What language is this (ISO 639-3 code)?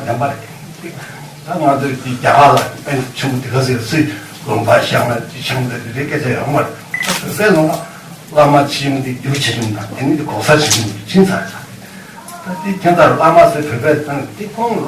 bod